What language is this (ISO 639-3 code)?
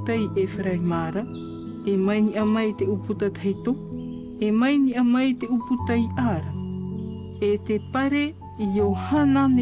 tah